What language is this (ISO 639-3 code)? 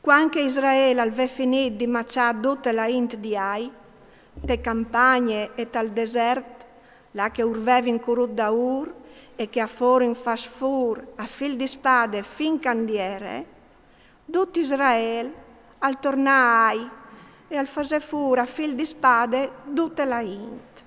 fur